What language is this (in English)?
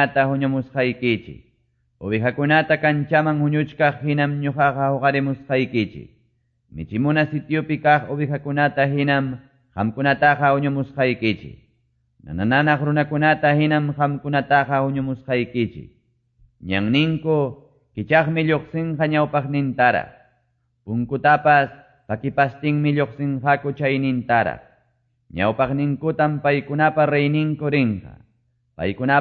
Quechua